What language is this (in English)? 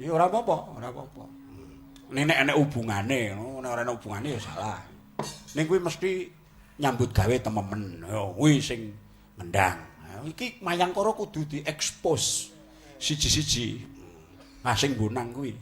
Javanese